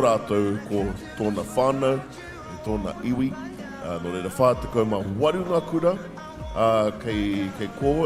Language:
Māori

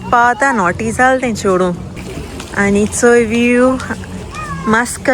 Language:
Konkani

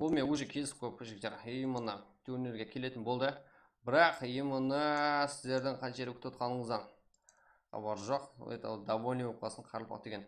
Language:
Kara-Kalpak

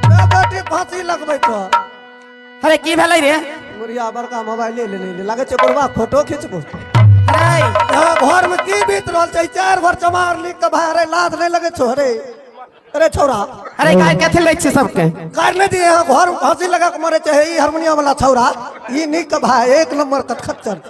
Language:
Maithili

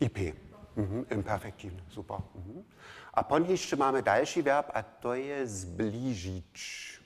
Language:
Upper Sorbian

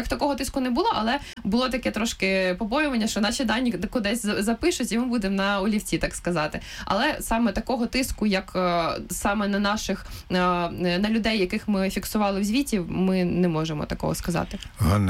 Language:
Ukrainian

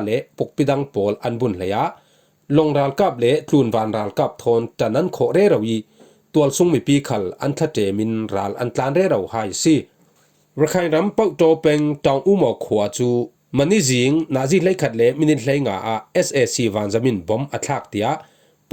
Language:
Falam Chin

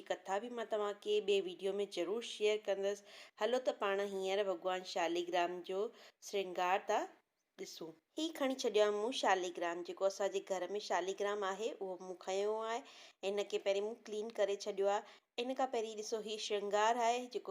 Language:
Sindhi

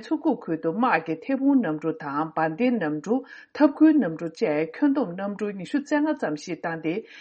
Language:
Tibetan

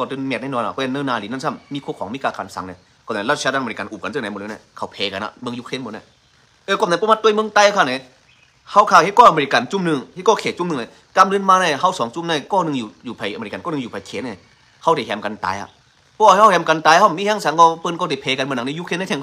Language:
Shan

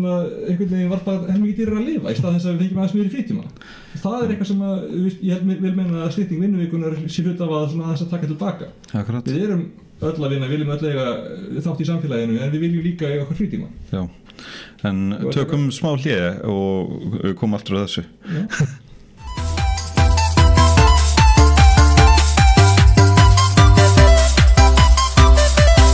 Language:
Icelandic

